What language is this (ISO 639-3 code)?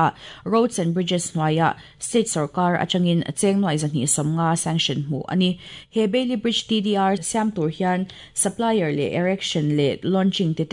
lus